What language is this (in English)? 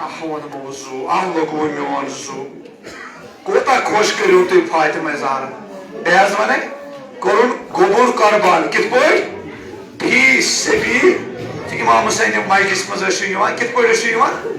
Kashmiri